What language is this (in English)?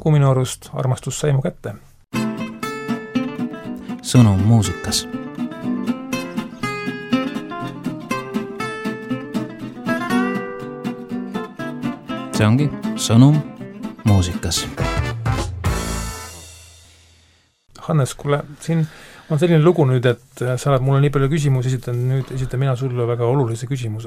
Estonian